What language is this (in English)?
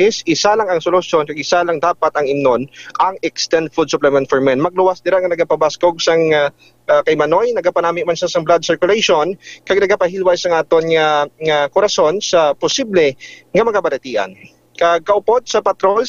Hiligaynon